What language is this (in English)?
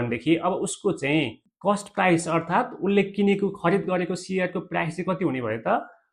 Nepali